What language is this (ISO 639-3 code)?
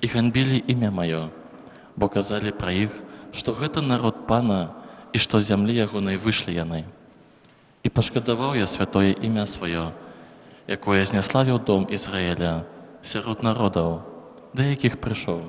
bel